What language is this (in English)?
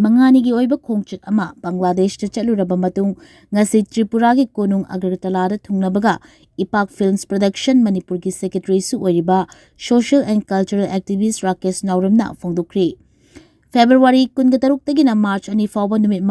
Manipuri